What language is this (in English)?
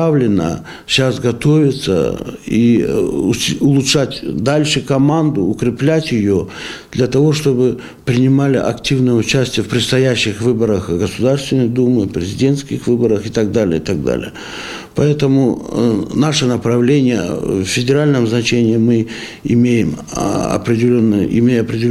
Russian